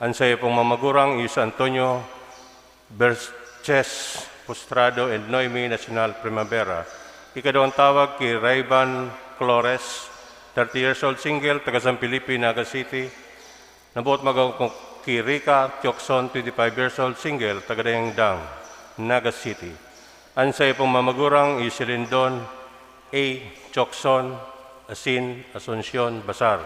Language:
Bikol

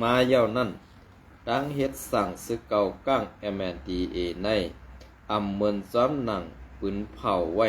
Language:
Shan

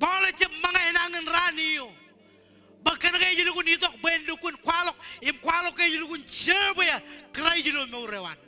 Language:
Marshallese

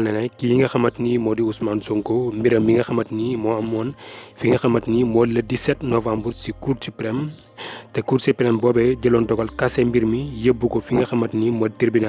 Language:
Wolof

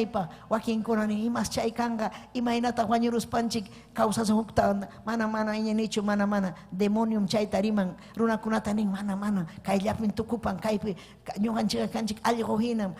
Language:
Ayacucho Quechua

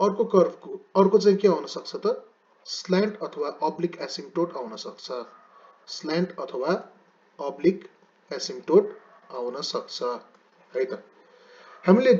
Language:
Nepali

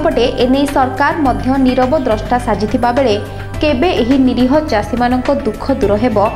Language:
Odia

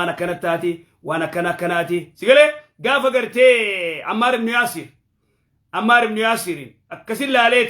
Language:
Oromo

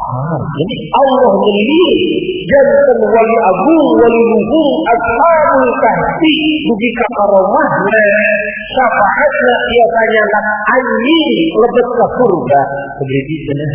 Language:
Sundanese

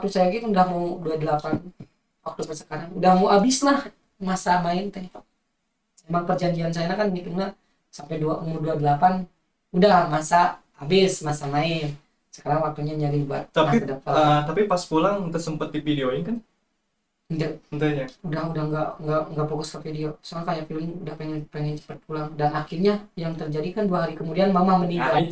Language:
Indonesian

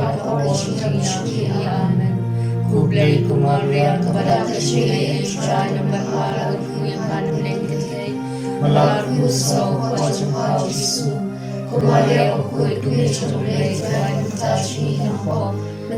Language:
Khasi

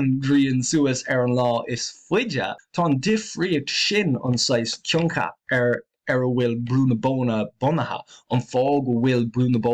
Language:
Irish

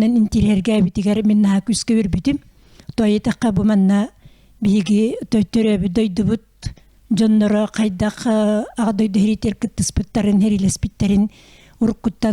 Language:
Yakut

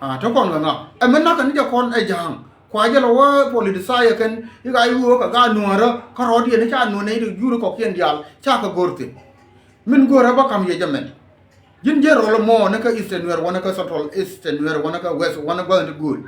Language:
Nuer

